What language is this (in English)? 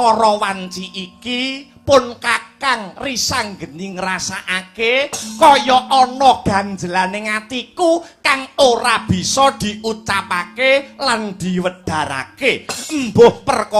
Javanese